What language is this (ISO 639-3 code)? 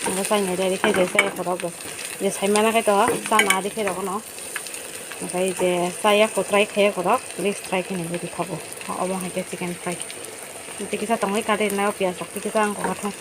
trp